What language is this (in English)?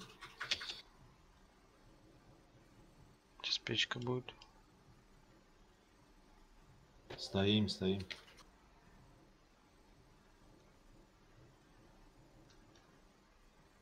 Russian